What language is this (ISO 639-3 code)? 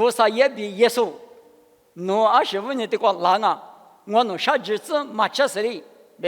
lis